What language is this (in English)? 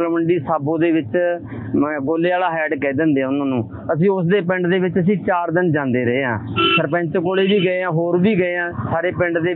Punjabi